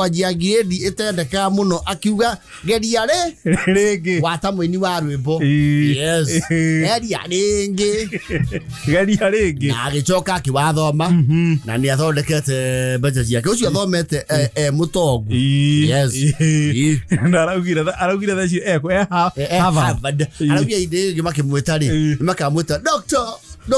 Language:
Kikuyu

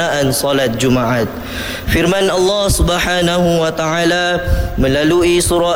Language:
Malay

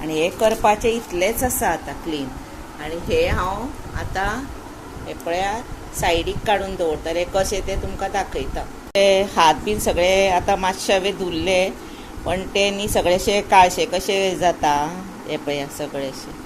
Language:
Konkani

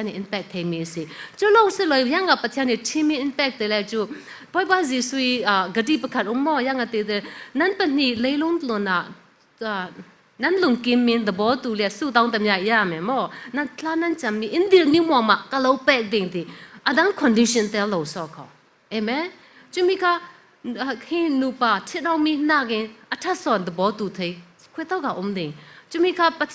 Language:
Falam Chin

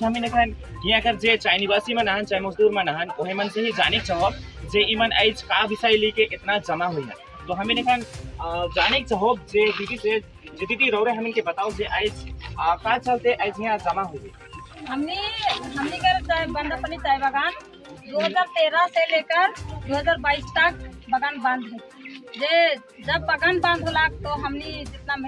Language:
Sadri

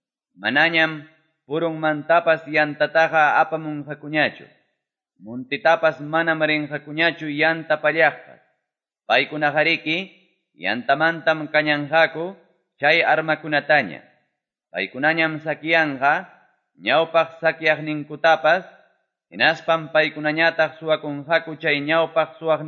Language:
Quechua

